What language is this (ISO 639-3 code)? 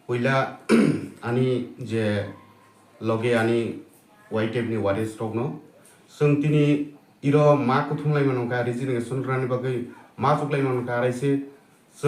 trp